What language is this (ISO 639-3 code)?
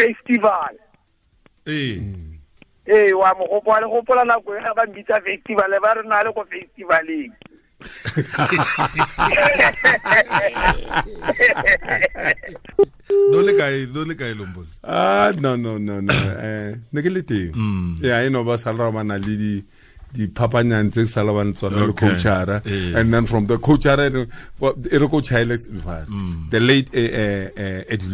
tsn